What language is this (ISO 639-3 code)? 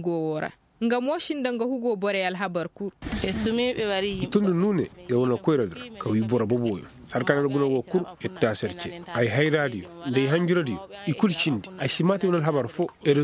ses